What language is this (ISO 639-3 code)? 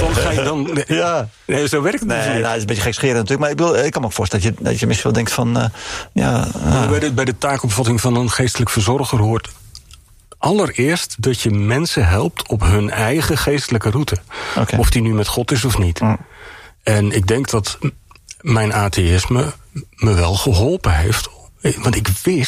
nld